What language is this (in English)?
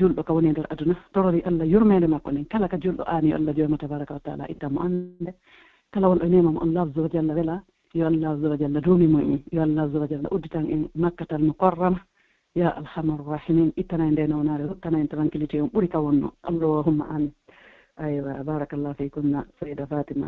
Pular